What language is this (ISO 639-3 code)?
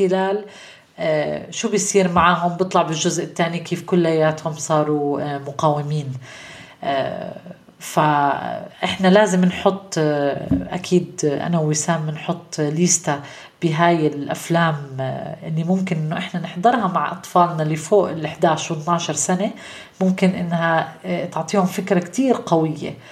apc